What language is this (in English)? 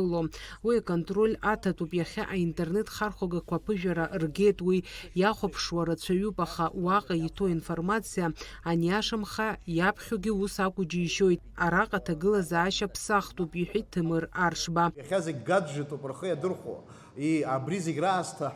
Abkhazian